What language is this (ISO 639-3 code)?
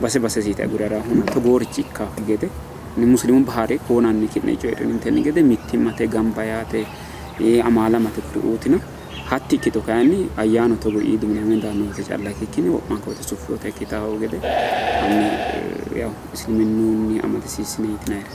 sid